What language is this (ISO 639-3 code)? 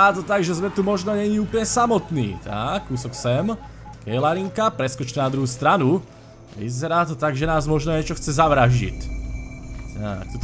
slk